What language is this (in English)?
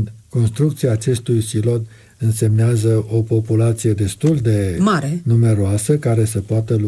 Romanian